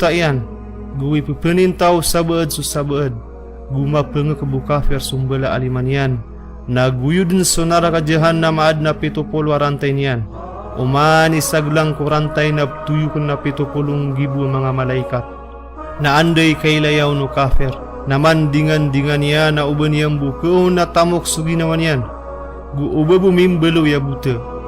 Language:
Maranao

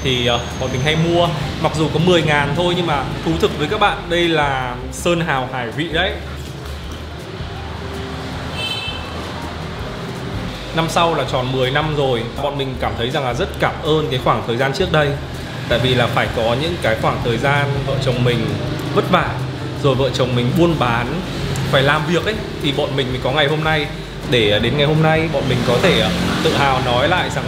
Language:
Vietnamese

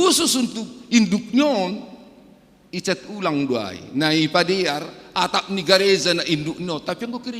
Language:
Batak Simalungun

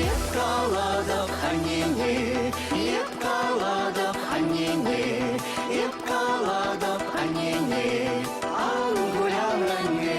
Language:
Chuvash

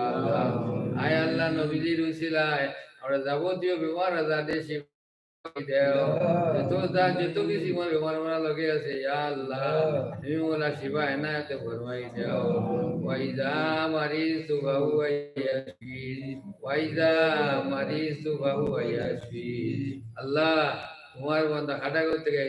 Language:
Sylheti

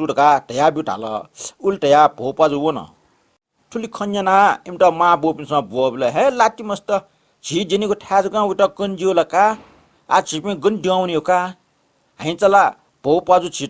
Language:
Newari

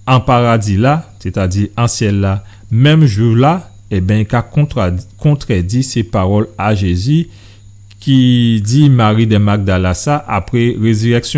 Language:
Guadeloupean Creole French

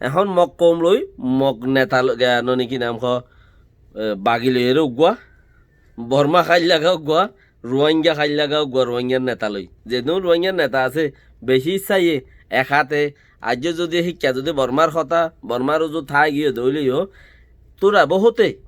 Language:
Rohingya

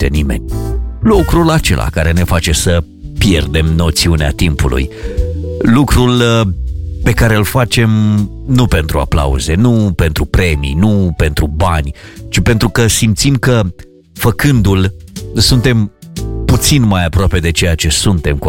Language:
Romanian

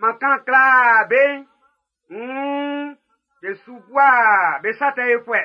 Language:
Baoulé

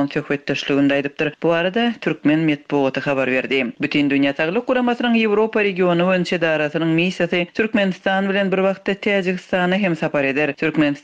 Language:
Turkmen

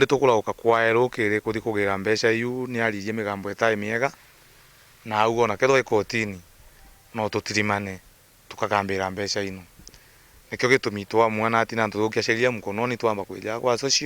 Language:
Meru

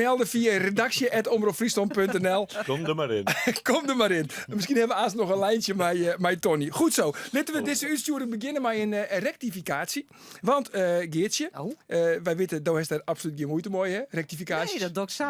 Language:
Western Frisian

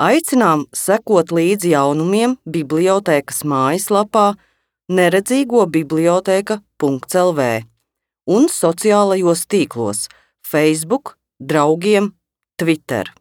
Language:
Latvian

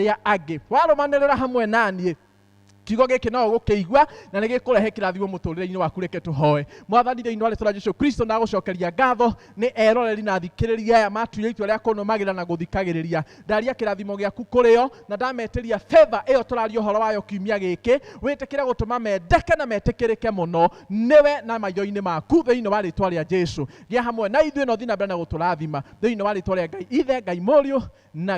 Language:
Kikuyu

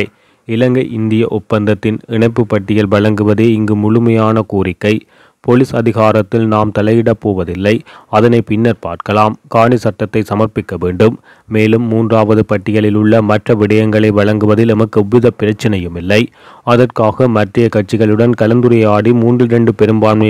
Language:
Tamil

